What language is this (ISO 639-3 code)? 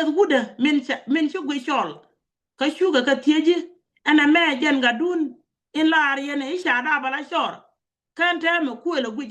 nus